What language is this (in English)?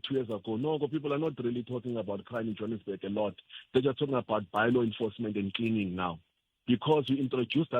Tsonga